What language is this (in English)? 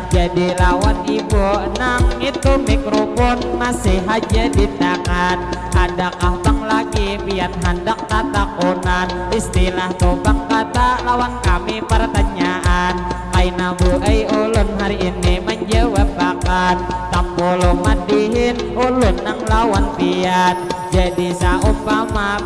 Banjar